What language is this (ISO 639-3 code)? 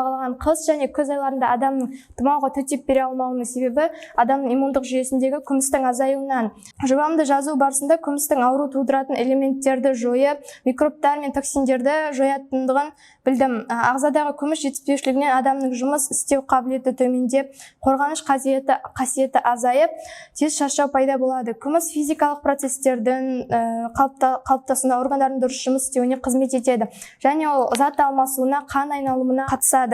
kaz